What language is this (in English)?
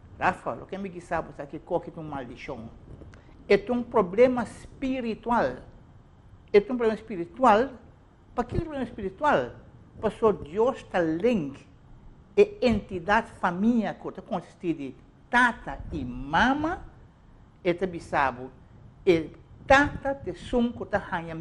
Papiamento